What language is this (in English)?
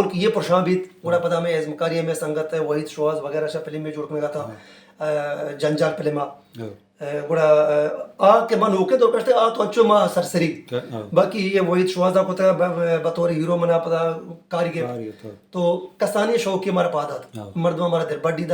Baluchi